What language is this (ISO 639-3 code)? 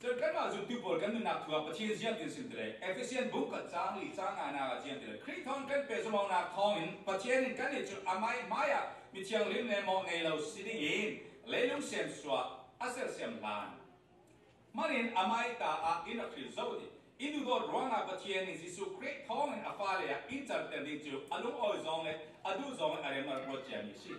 cfm